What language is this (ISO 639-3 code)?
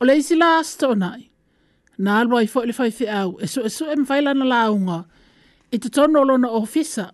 smo